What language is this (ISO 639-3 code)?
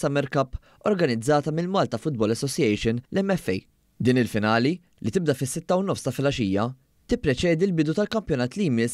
mlt